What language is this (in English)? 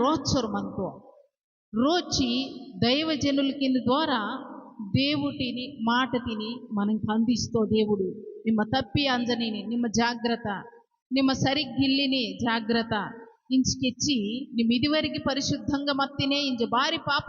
Koya